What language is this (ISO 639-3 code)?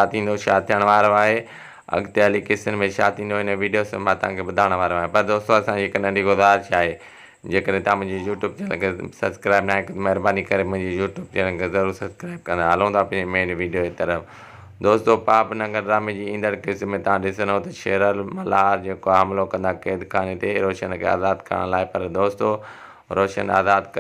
snd